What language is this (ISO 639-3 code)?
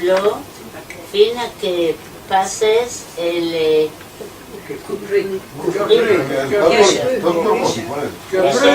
lad